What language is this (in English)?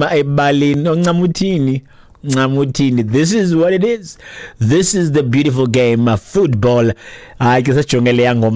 Xhosa